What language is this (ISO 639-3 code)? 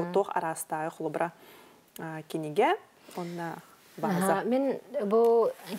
sah